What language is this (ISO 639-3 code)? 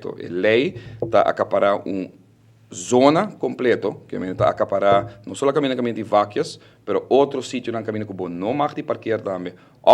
pap